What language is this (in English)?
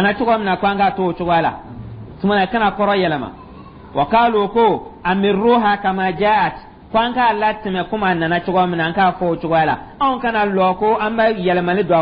Dyula